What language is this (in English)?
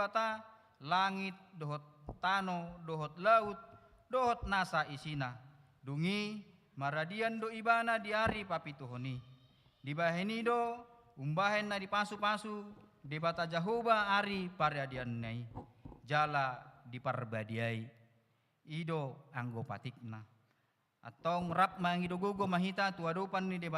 Batak Toba